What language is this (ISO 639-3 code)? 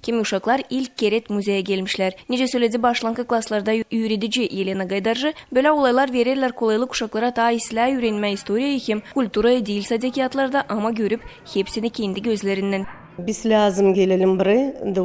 gag